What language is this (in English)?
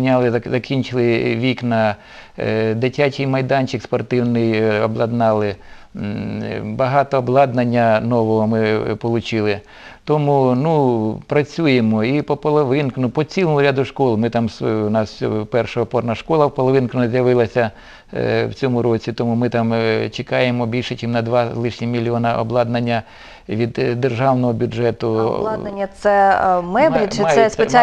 Ukrainian